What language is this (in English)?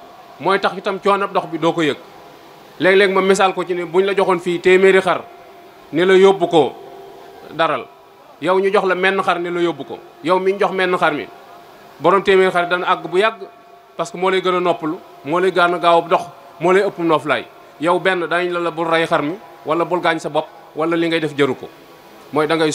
Wolof